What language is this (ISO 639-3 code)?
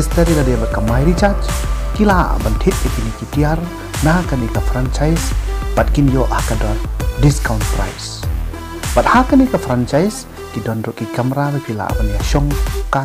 kha